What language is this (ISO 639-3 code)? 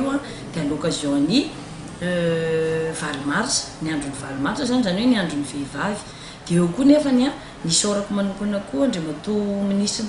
mlg